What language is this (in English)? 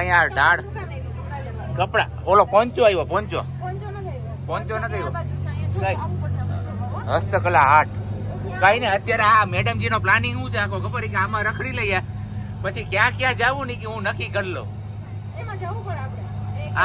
Gujarati